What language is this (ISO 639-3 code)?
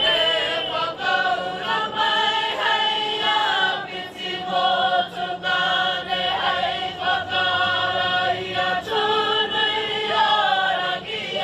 mri